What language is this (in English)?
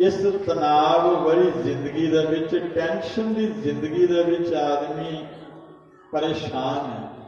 Dogri